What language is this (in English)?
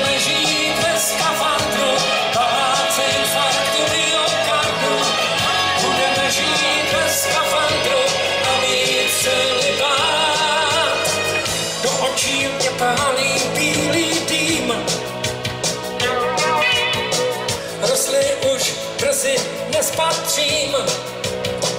Czech